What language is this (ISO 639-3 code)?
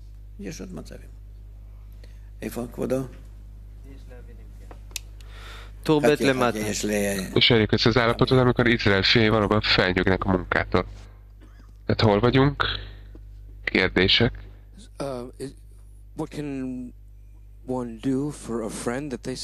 hun